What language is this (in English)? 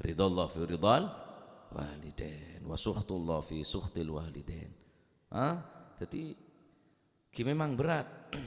Madurese